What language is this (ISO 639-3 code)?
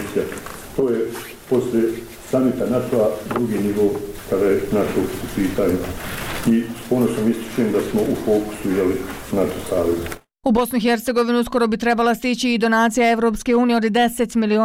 bos